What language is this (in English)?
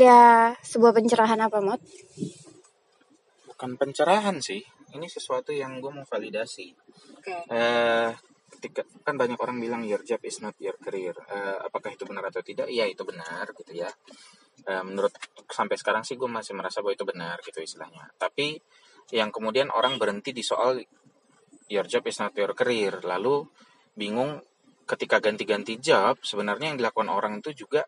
Indonesian